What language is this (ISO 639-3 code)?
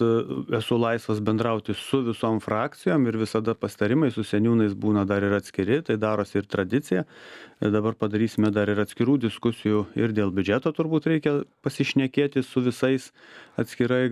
lit